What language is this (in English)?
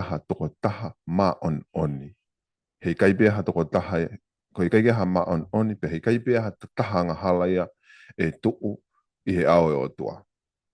Tongan